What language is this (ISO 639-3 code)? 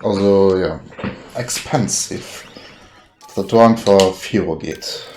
ltz